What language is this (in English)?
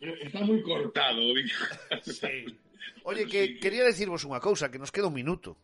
Galician